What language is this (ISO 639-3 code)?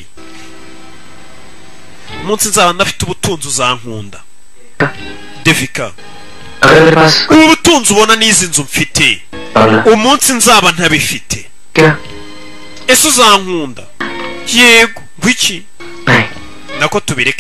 kin